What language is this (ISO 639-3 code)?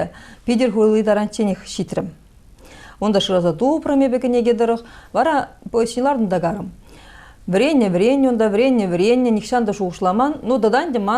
chv